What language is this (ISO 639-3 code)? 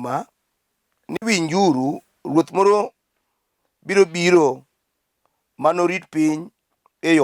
luo